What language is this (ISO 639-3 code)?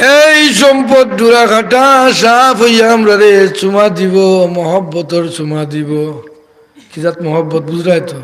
syl